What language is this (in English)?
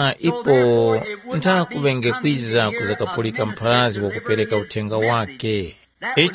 Tumbuka